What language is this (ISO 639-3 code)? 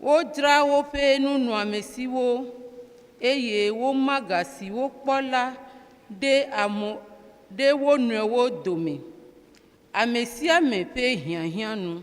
ewe